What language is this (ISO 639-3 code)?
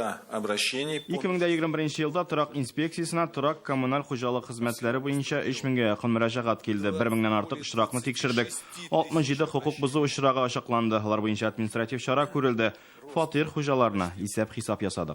tat